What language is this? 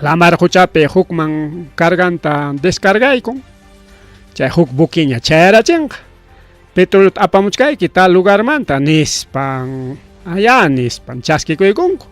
Ayacucho Quechua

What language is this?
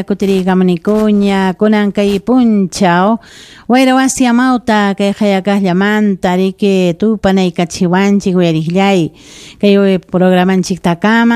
Ayacucho Quechua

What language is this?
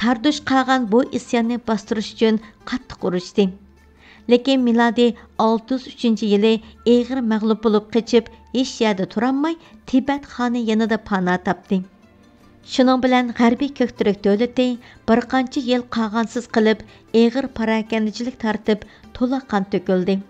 Uyghur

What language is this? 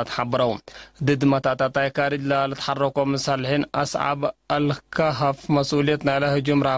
Tigre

